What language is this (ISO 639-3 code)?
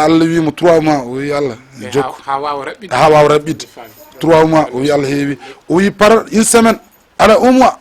ful